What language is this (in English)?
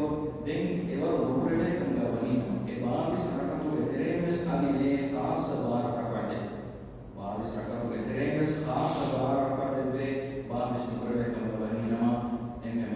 Divehi